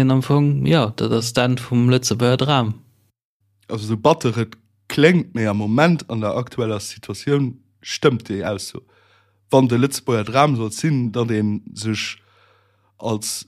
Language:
Luxembourgish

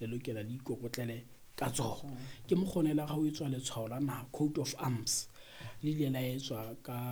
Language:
Southern Sotho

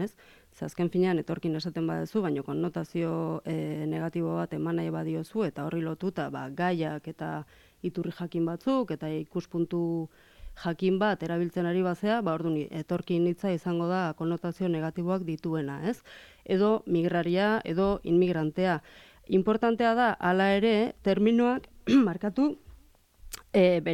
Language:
Basque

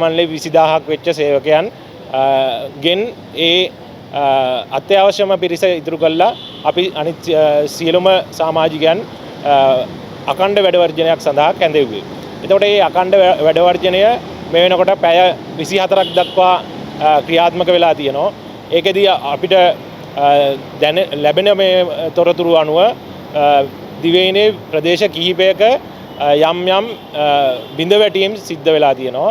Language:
Sinhala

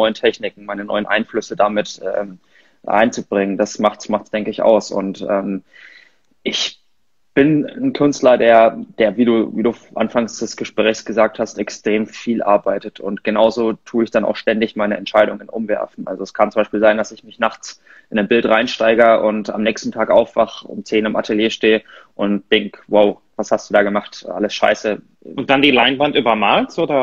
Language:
German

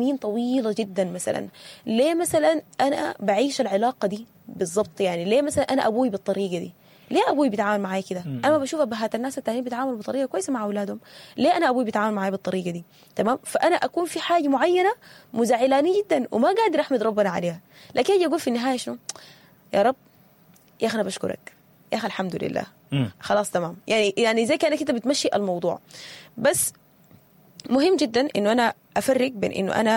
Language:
Sudanese Arabic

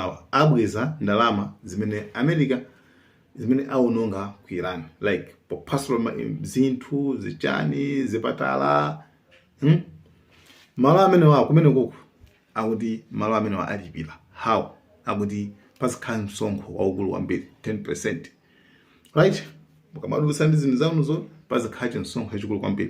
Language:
Nyanja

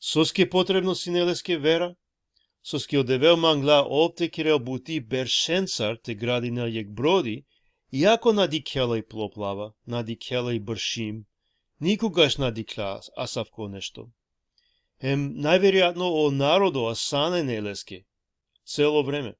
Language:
Balkan Romani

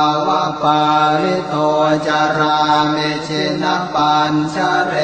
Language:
Pali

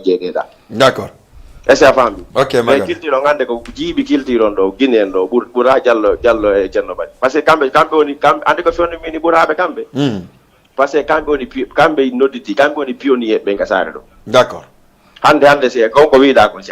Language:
Fula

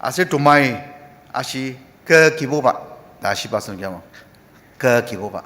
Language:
Ao Naga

